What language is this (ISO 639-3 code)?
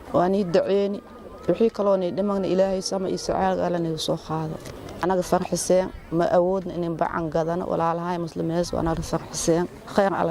som